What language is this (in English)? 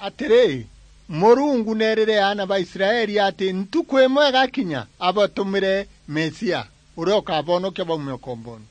Meru